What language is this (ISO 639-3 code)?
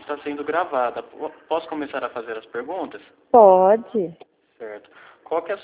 por